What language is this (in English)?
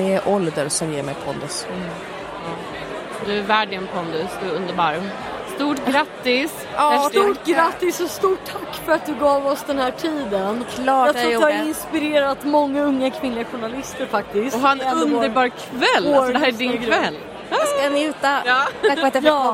Swedish